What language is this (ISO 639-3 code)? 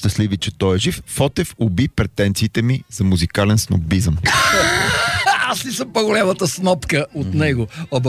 bul